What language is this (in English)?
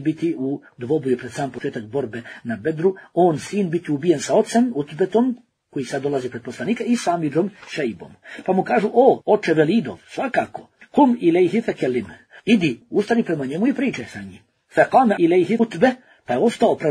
Bosnian